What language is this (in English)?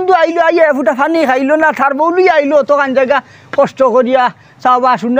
Sylheti